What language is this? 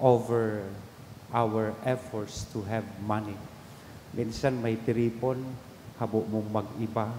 Bikol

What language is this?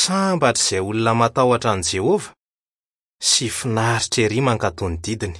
Malagasy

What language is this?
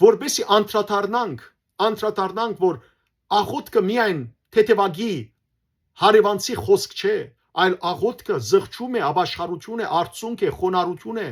Western Armenian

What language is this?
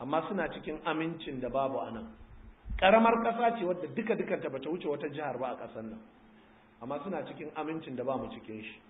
Hausa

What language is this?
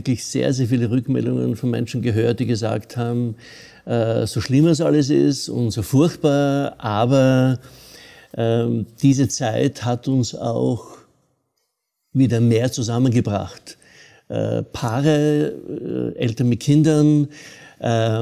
German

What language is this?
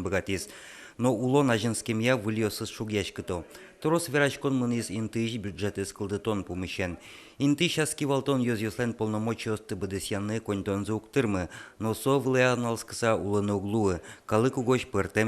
Udmurt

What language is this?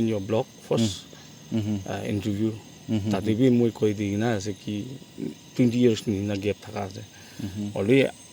Naga Pidgin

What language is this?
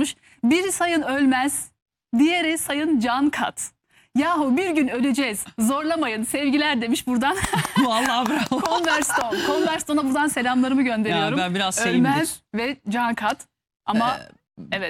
Turkish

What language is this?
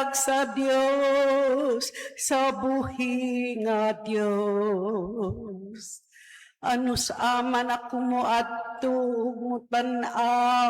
Cebuano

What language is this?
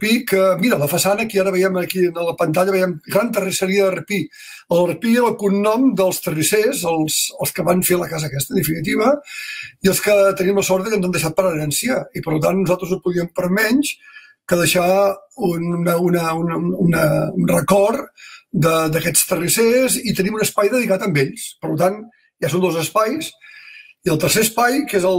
Catalan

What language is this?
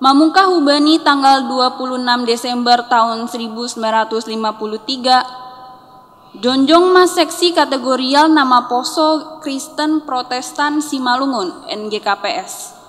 Batak Simalungun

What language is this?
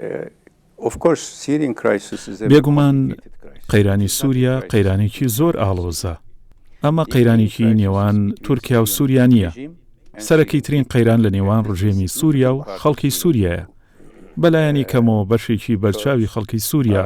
Central Kurdish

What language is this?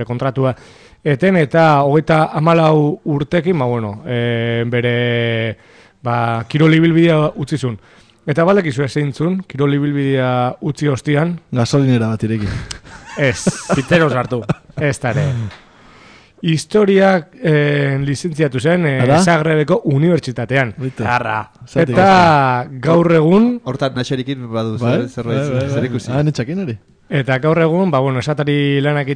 Basque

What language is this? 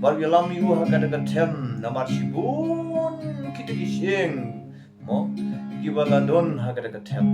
Khasi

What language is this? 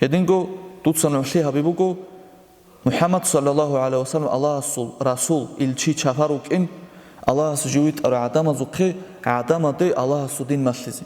Avaric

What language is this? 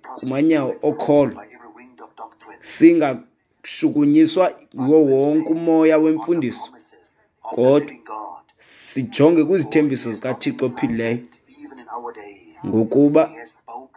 Xhosa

